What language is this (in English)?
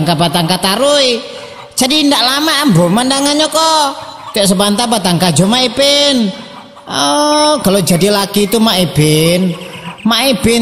Minangkabau